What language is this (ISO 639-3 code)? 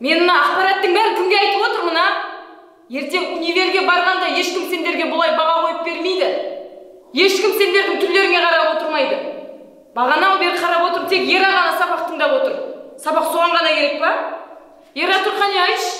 kaz